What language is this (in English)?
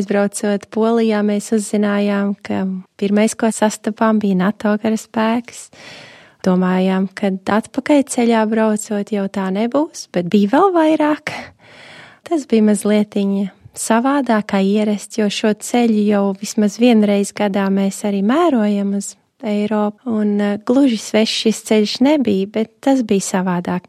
Latvian